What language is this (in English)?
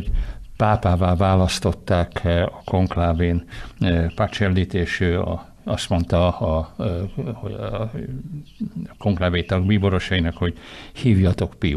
Hungarian